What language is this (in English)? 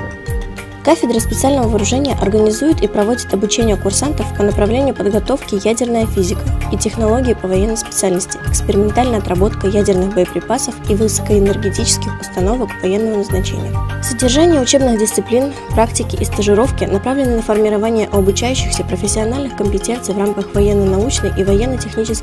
Russian